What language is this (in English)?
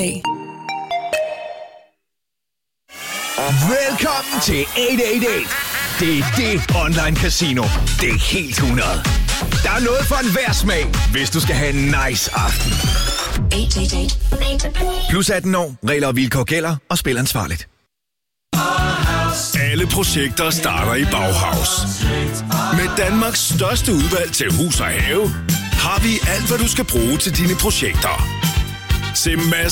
Danish